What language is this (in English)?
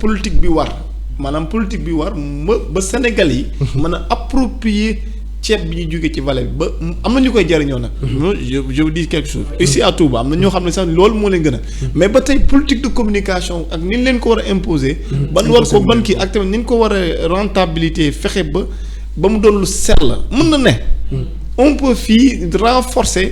Wolof